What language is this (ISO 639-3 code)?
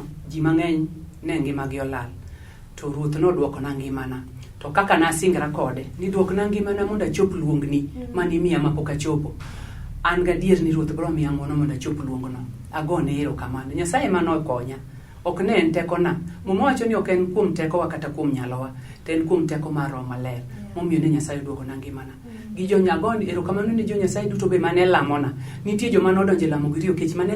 luo